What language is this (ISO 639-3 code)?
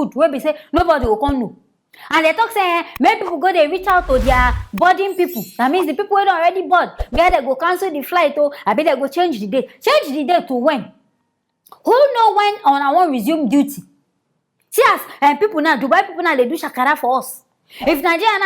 pcm